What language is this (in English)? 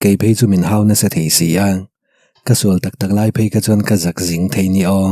Mizo